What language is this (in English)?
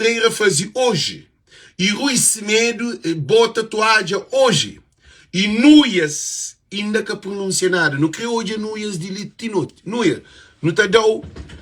Kabuverdianu